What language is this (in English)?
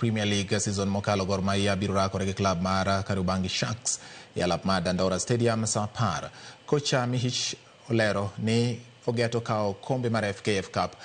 Luo (Kenya and Tanzania)